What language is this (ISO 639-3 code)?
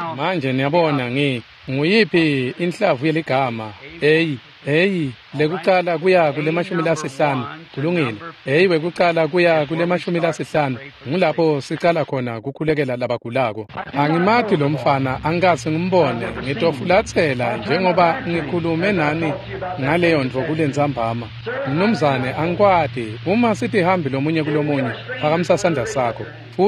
ssw